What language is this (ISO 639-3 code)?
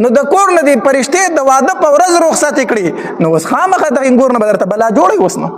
pus